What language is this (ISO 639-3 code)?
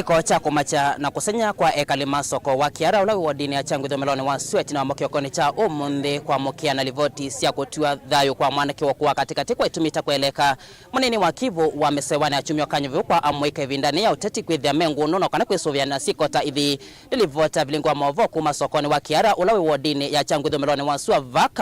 kam